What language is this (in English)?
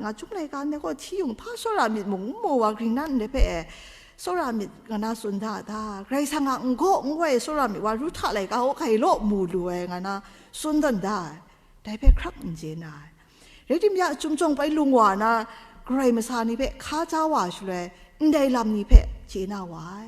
Kachin